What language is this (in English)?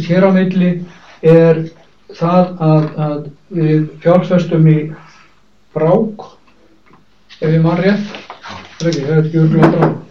Icelandic